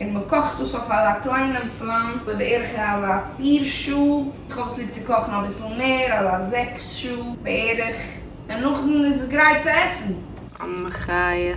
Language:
Yiddish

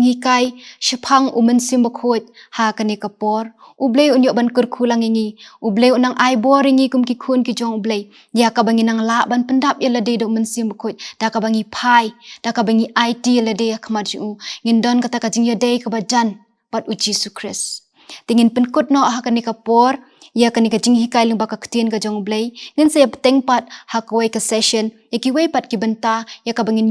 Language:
Khasi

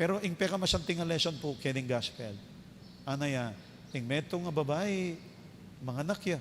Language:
Pampanga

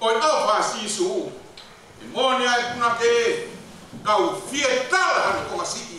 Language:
Tongan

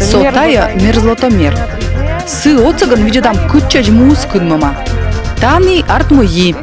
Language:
Komi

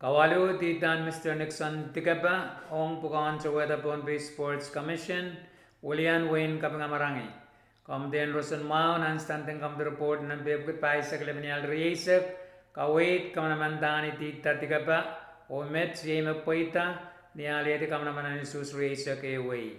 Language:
Pohnpeian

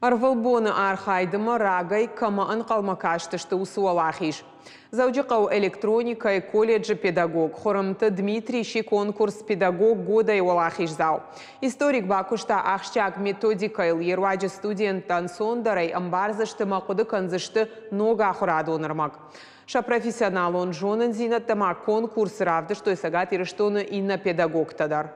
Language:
Ossetic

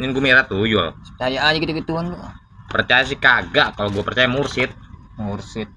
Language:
Betawi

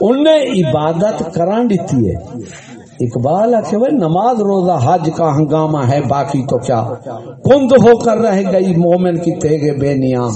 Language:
Saraiki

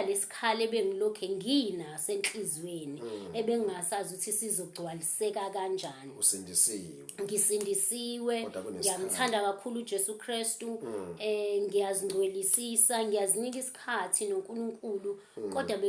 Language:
Zulu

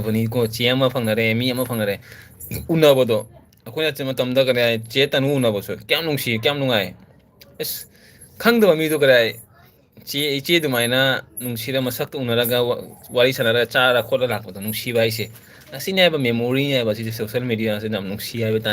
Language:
Manipuri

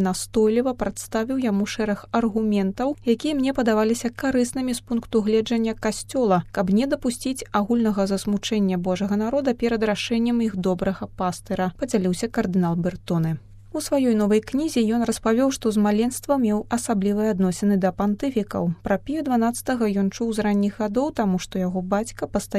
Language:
Belarusian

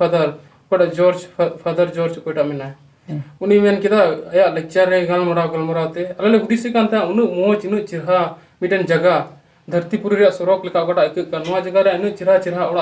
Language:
Santali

